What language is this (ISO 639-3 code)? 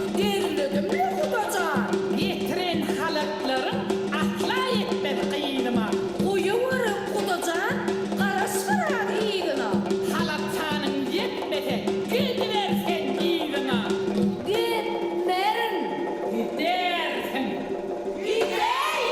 tuk